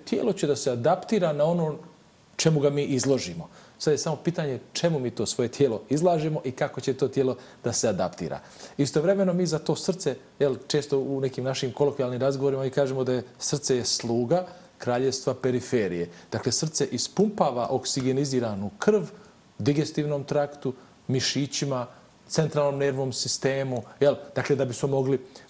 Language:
Bosnian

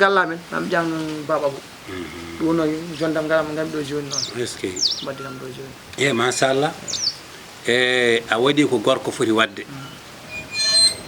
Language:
Fula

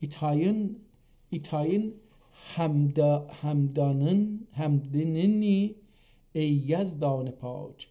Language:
South Azerbaijani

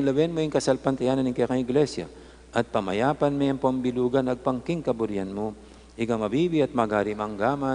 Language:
Pampanga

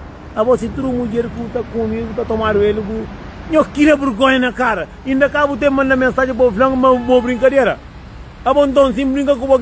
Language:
Kabuverdianu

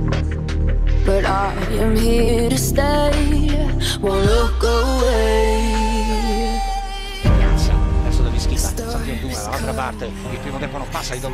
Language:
Italian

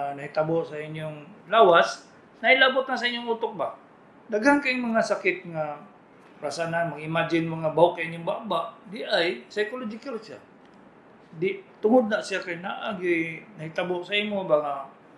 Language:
Cebuano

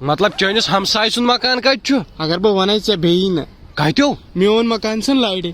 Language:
Kashmiri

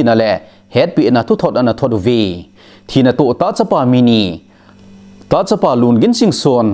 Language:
Thado Chin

